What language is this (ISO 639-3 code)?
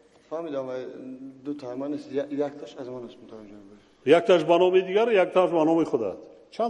tgk